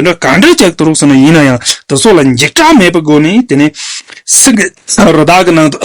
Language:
Tibetan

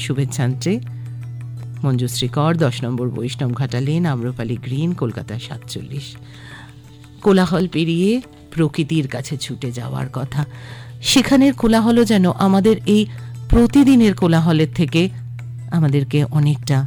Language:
Bangla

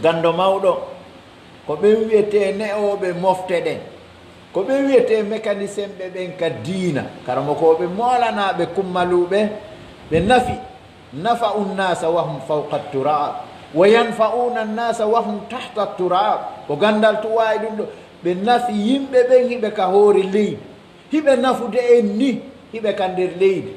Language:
Pular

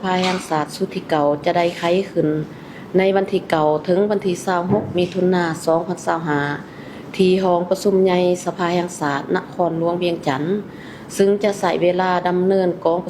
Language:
Lao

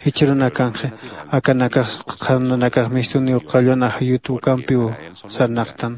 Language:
Aymara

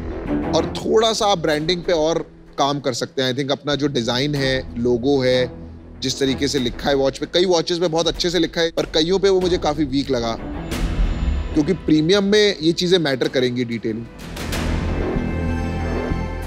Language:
Hindi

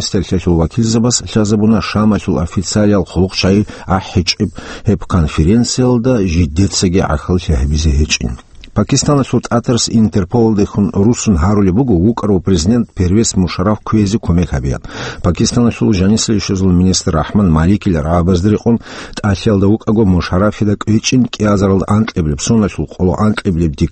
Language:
Avaric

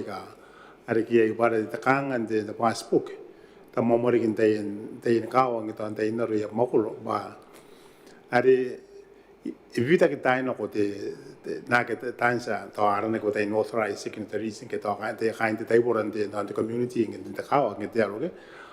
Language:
Gilbertese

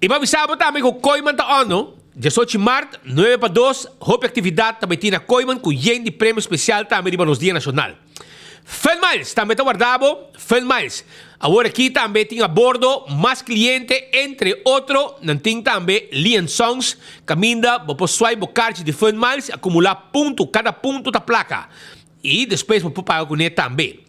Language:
Papiamento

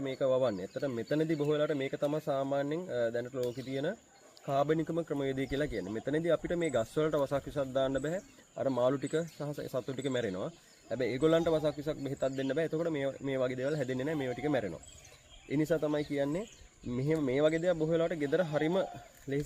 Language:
Sinhala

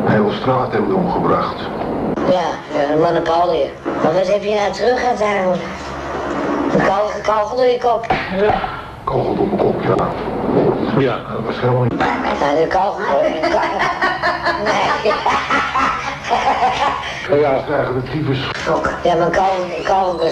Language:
Dutch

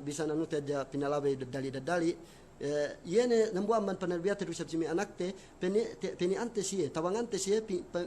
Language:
Yakan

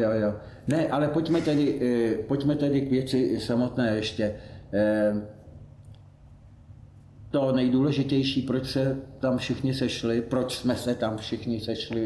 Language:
Czech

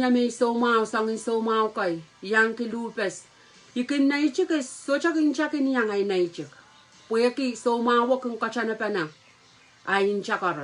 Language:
Pohnpeian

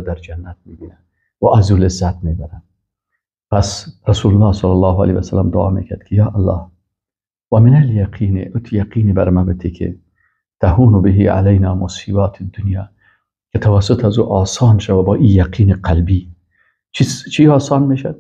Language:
Persian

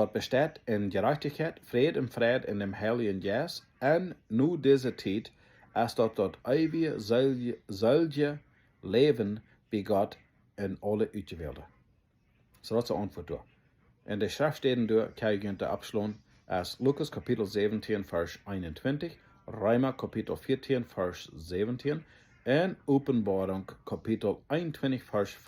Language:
Plautdietsch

